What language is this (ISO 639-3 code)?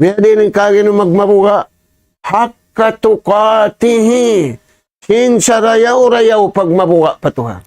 tsg